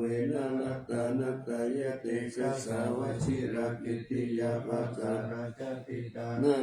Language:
Pali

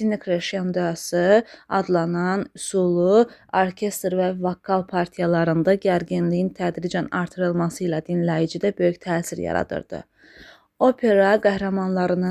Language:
Azerbaijani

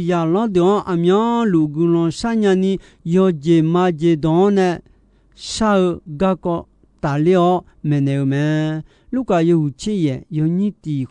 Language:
Akha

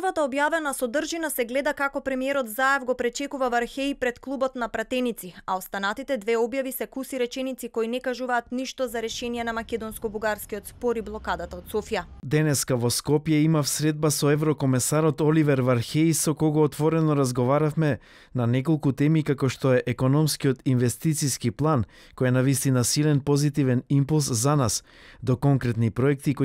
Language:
Macedonian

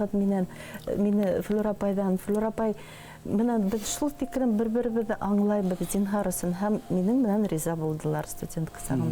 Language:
Bashkir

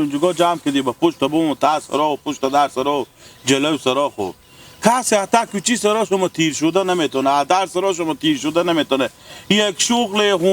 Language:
Hazaragi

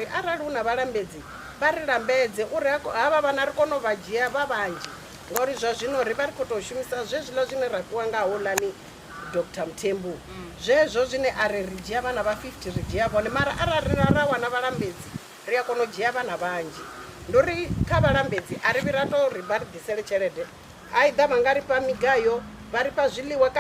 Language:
Venda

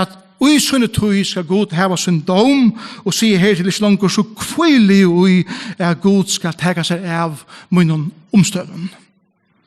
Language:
Faroese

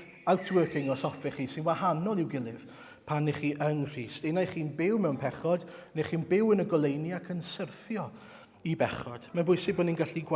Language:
Welsh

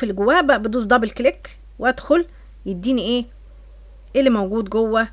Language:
Egyptian Arabic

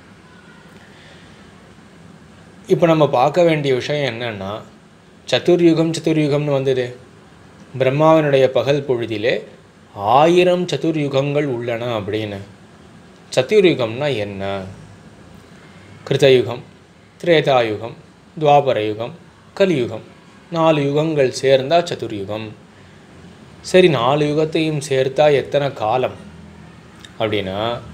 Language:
Tamil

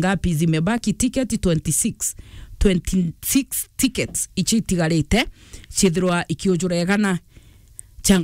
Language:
Meru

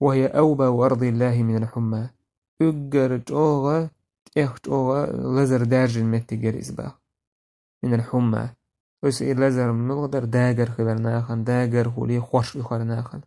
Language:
Chechen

